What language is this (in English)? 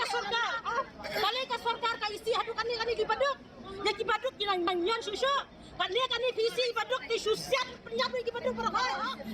Khasi